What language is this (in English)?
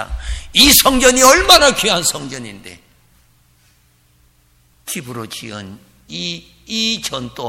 Korean